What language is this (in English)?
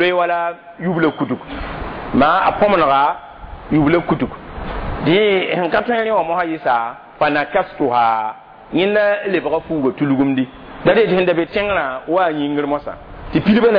Mossi